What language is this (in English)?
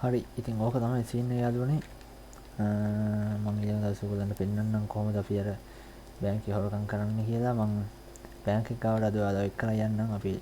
Sinhala